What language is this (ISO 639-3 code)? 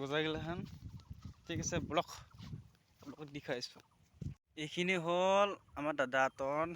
asm